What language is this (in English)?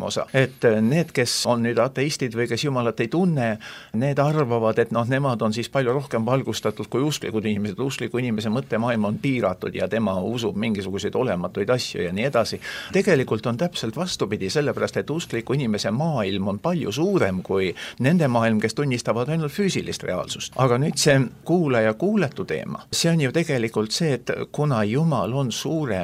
Estonian